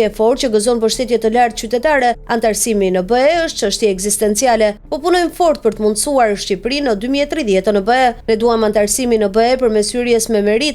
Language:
Albanian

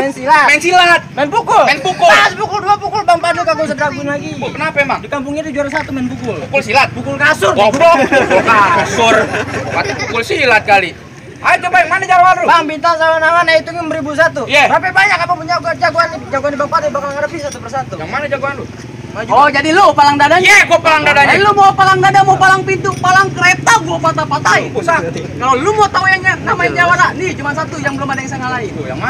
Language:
Betawi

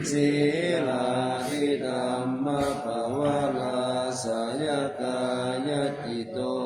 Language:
Pali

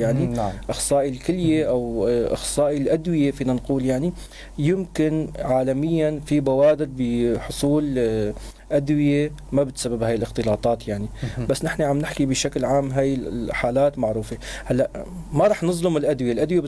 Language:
North Levantine Arabic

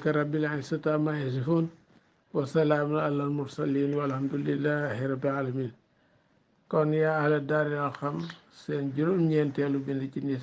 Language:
Wolof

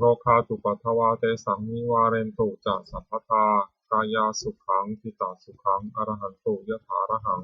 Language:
Pali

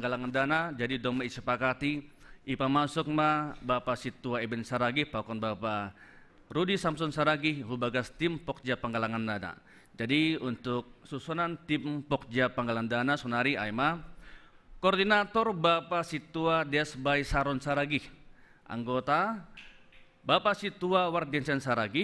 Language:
Batak Simalungun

